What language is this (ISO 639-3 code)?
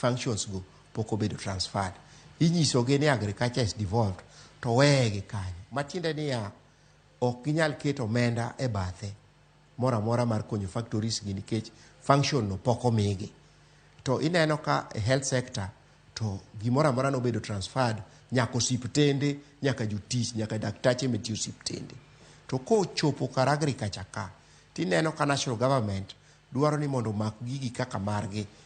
luo